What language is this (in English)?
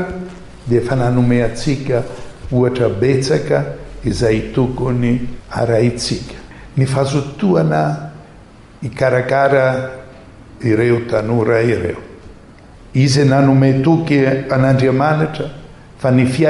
Malagasy